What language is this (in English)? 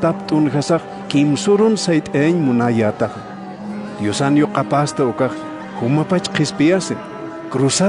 Aymara